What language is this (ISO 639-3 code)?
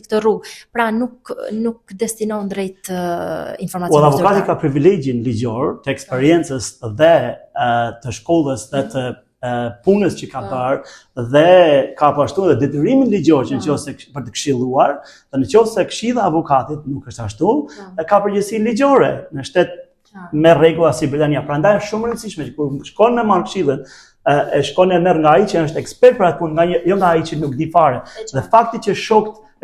sqi